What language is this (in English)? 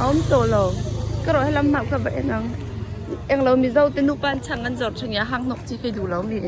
Hakha Chin